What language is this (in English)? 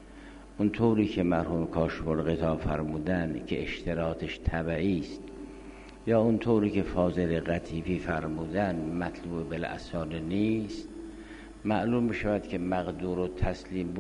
Persian